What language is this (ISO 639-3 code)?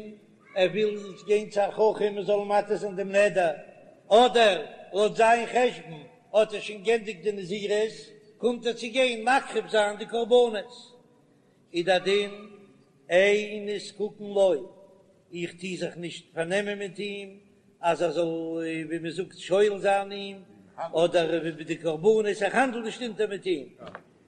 yid